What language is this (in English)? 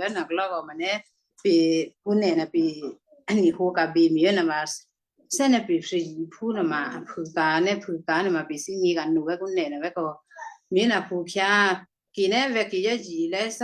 Western Kayah